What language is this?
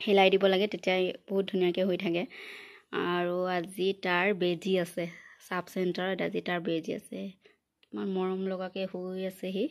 Assamese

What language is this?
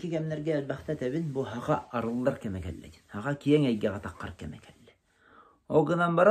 Yakut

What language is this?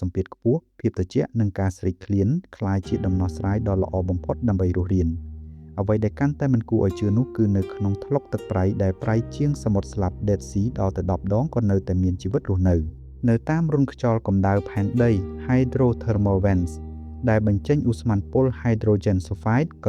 Khmer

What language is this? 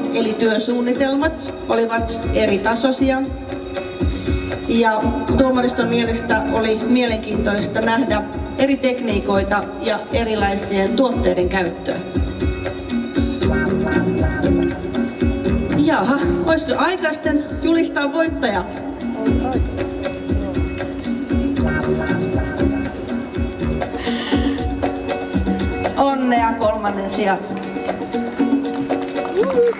Finnish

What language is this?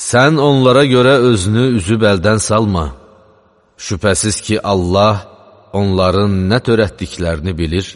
Azerbaijani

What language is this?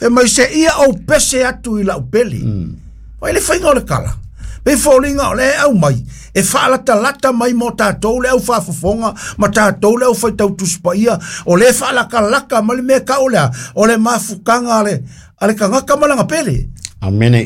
Samoan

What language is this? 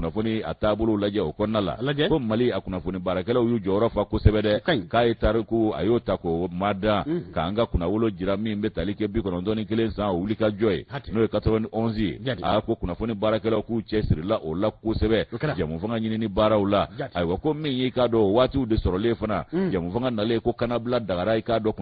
Bambara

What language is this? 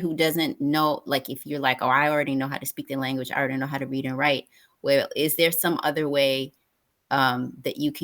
English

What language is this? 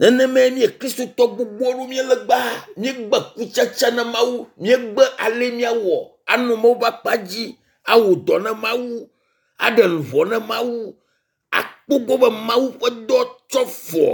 Ewe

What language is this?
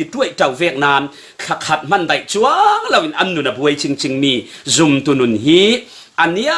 Falam Chin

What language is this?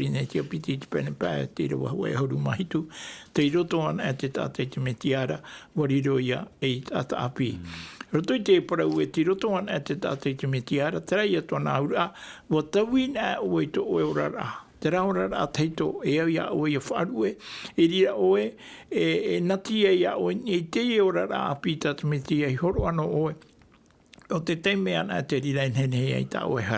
Tahitian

